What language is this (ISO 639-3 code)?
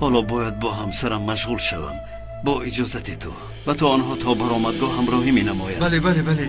tgk